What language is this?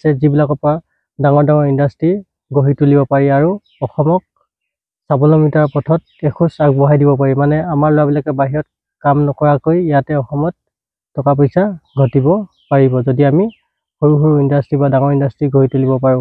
Assamese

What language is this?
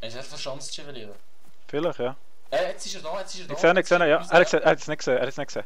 Swiss German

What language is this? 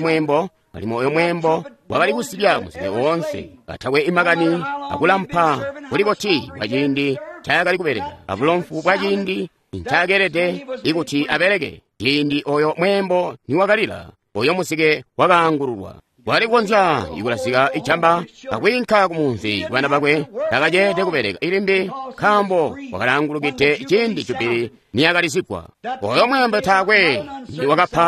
Tonga (Zambia)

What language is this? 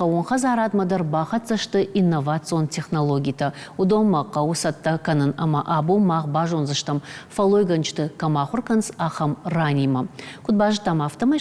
Ossetic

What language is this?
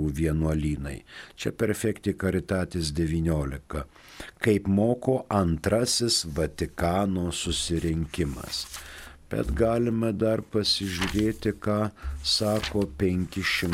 Lithuanian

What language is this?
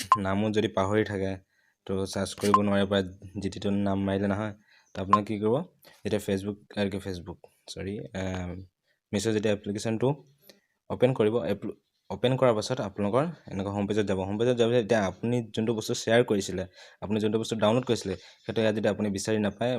Assamese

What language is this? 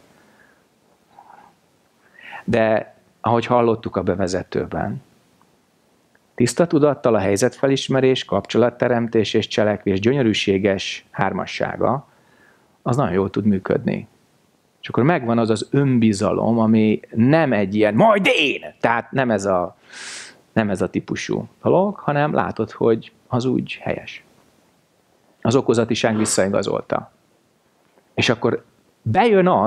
Hungarian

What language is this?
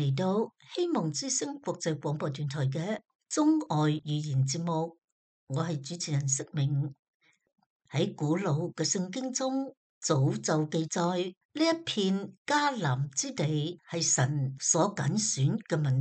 Cantonese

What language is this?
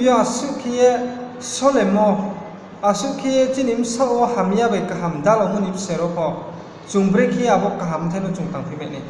Riang (India)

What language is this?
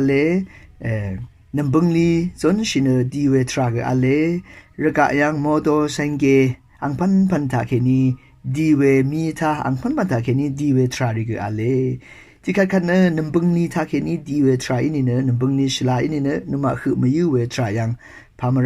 Rawang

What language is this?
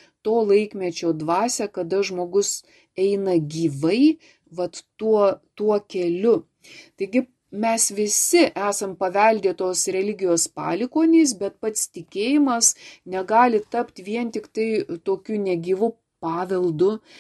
Lithuanian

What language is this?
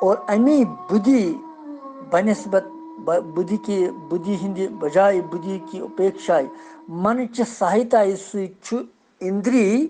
Kashmiri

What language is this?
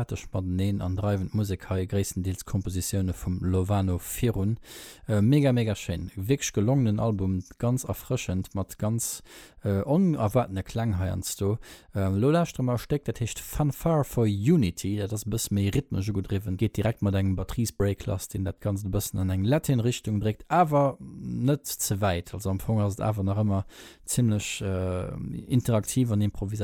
Luxembourgish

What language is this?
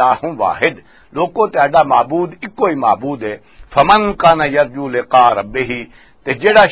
Western Panjabi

